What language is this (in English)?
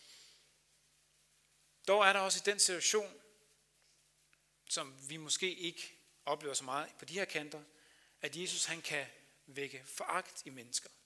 Danish